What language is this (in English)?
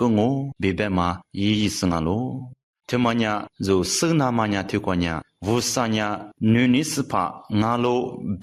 Lisu